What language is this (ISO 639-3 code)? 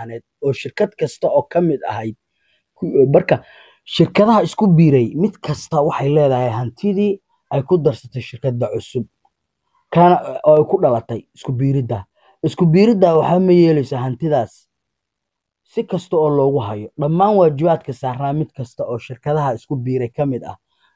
som